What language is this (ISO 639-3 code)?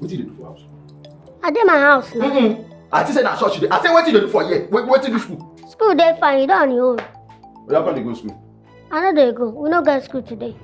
pcm